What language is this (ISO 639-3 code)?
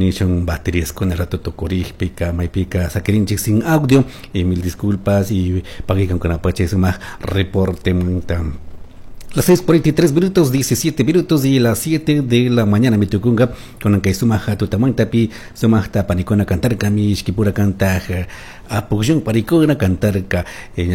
qug